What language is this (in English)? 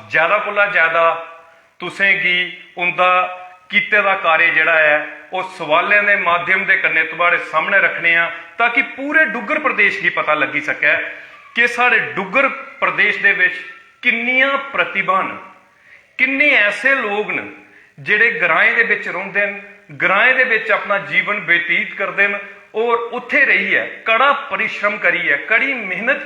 Dogri